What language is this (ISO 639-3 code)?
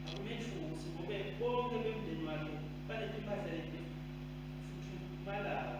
ssw